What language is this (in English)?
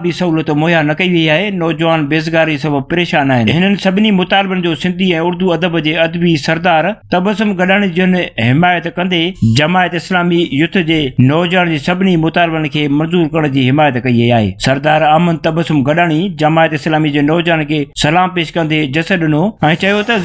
Sindhi